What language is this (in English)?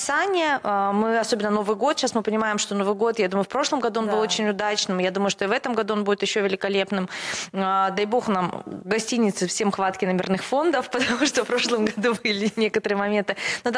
Russian